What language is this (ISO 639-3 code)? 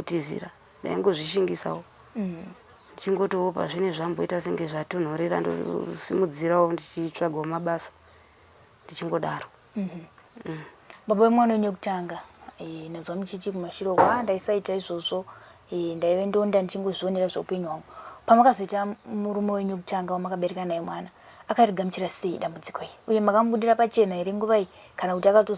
sna